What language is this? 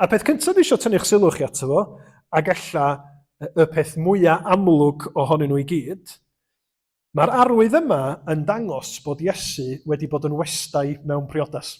Welsh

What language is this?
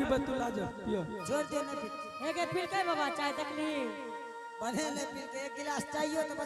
Angika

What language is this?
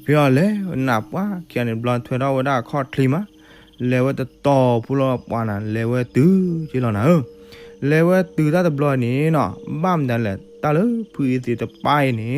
S'gaw Karen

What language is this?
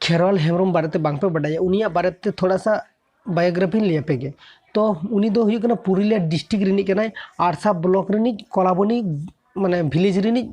Santali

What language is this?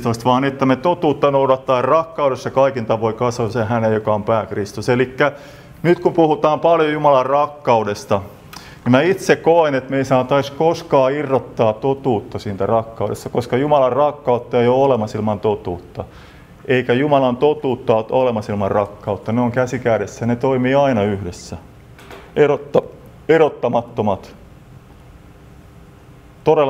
Finnish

